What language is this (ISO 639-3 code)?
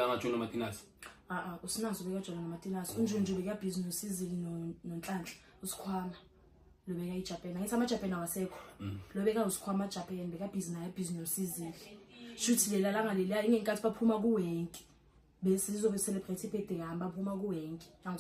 zul